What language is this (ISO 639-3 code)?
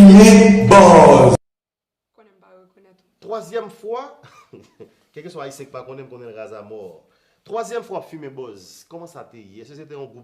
hat